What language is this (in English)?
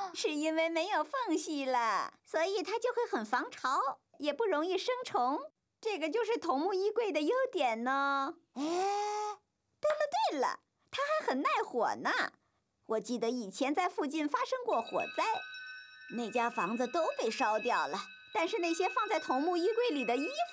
Chinese